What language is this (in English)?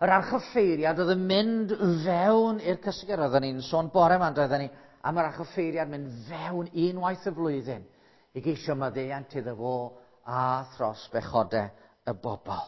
Welsh